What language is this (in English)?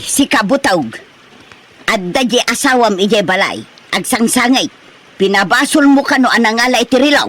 Iloko